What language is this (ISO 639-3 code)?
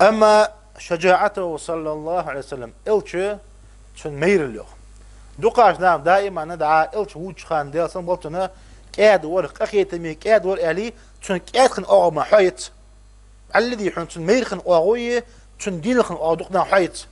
inh